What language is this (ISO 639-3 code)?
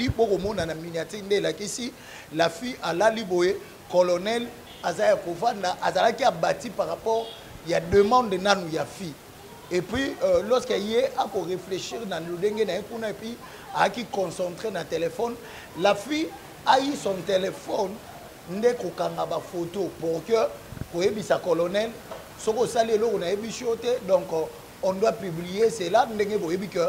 lin